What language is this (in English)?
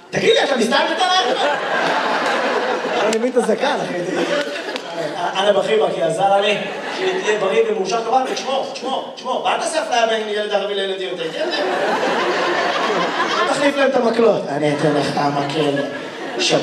Hebrew